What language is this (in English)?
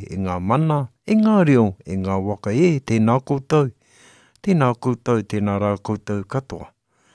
Māori